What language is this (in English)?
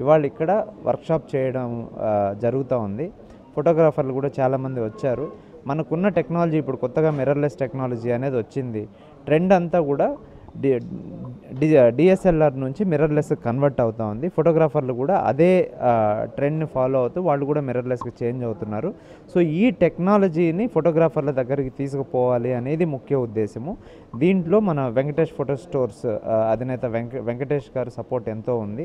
Telugu